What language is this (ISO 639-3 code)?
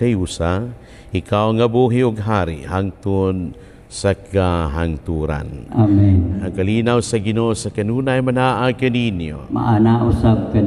ceb